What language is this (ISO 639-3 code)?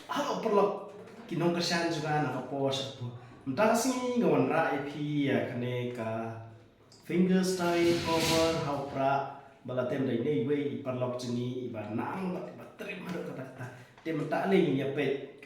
kha